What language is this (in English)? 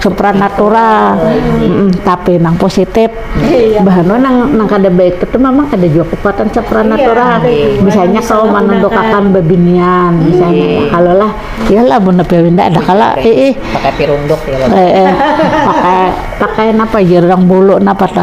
Banjar